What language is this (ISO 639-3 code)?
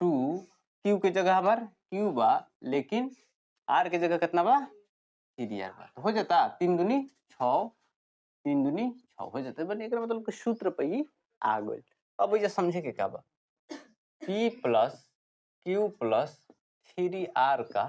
bho